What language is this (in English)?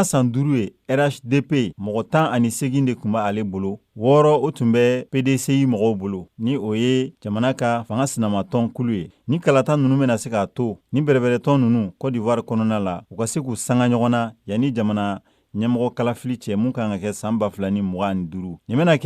Bambara